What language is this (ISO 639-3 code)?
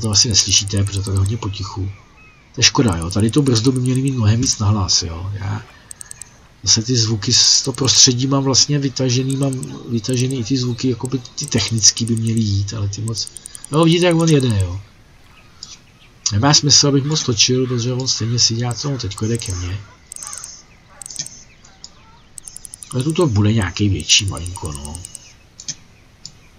ces